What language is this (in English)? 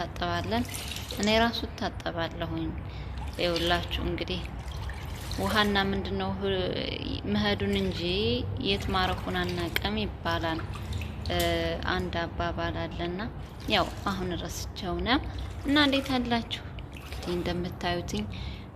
Amharic